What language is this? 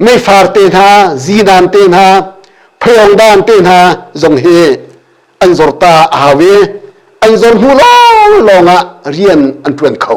Hakha Chin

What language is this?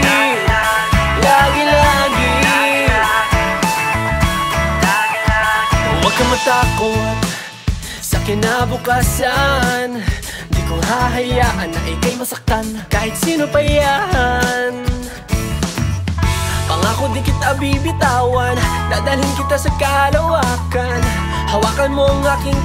Filipino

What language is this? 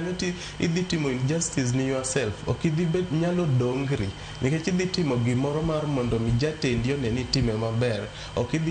Luo (Kenya and Tanzania)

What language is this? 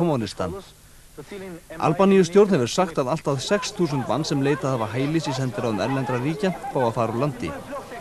Icelandic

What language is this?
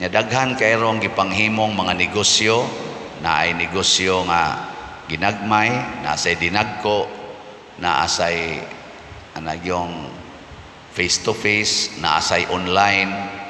Cebuano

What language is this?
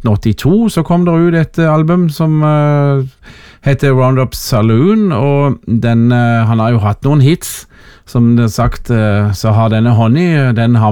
Norwegian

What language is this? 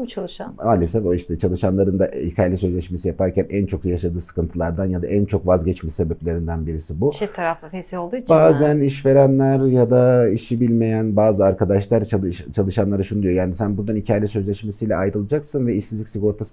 Turkish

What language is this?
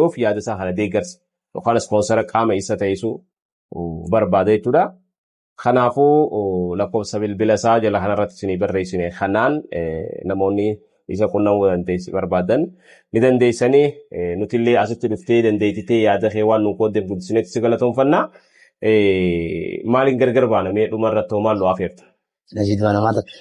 Oromo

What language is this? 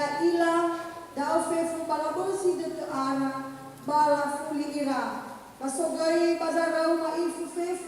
Nias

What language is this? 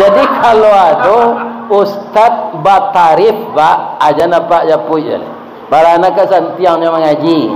Minangkabau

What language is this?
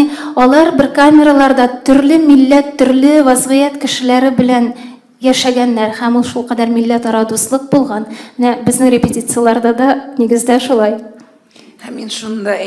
Tatar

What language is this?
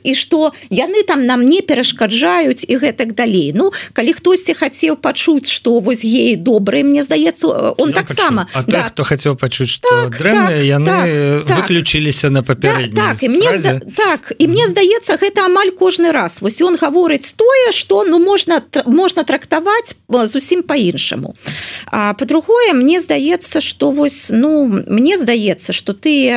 Belarusian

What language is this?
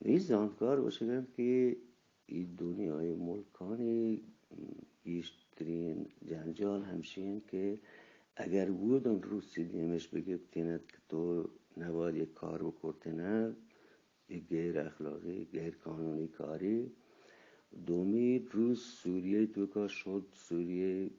Eastern Balochi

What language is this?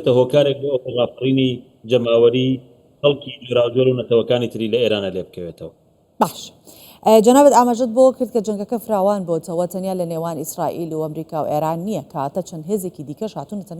Central Kurdish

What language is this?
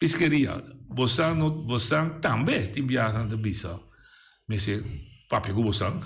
Papiamento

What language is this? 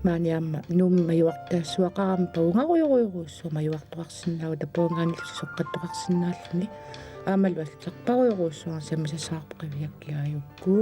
Kalaallisut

